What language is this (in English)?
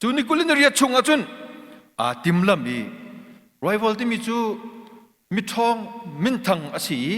Hakha Chin